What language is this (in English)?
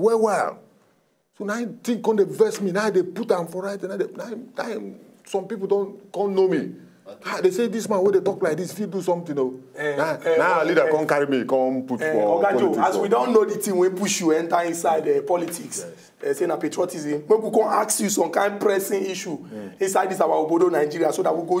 Nigerian Pidgin